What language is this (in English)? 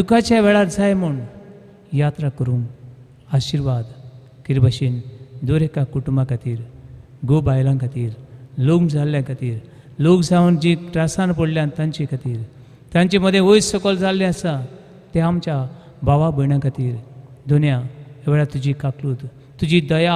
Konkani